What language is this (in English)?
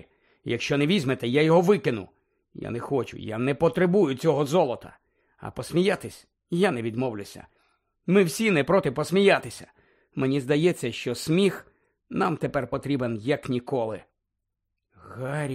Ukrainian